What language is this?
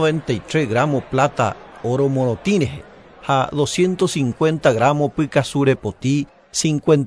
Guarani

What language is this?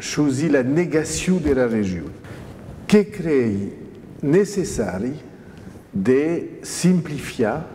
Occitan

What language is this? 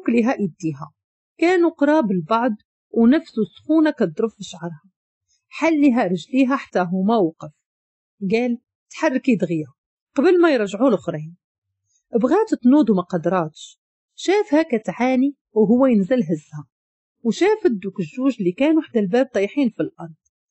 Moroccan Arabic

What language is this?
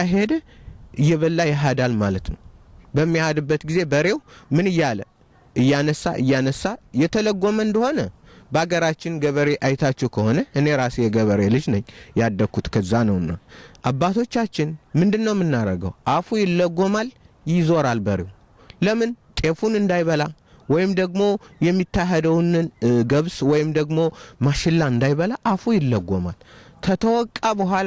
Amharic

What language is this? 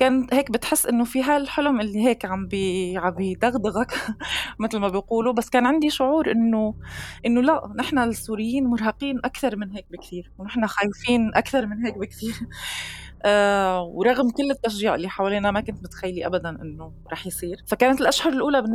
North Levantine Arabic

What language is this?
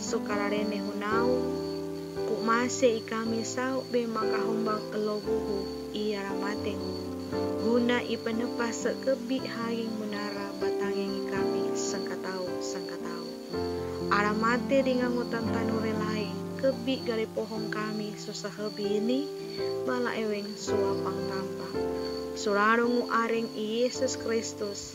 Sangir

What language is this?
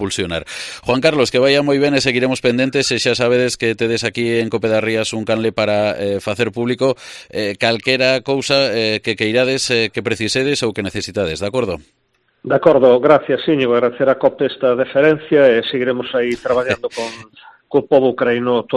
Galician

